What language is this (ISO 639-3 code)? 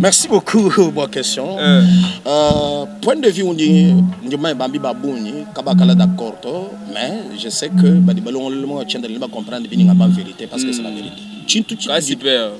lua